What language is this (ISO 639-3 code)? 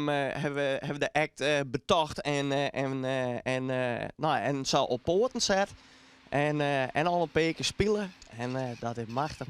fry